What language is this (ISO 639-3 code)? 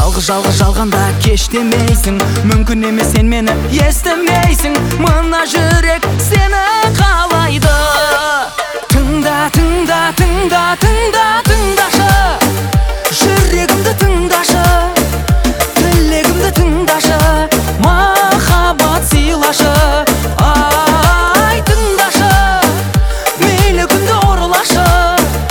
kaz